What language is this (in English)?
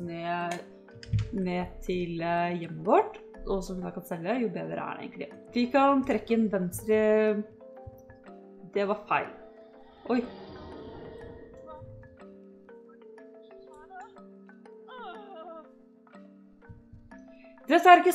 Norwegian